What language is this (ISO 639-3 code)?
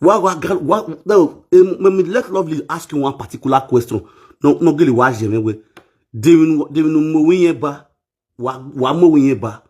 pcm